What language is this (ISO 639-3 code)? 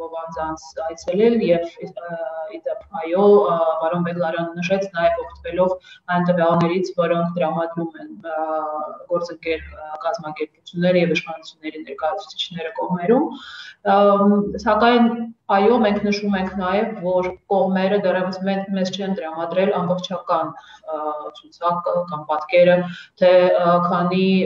hye